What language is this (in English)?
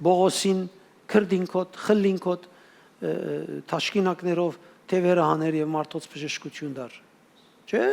Western Armenian